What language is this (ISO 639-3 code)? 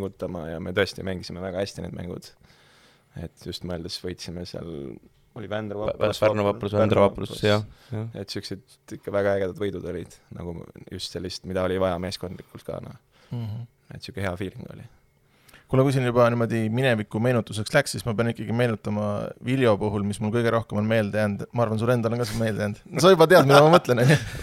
est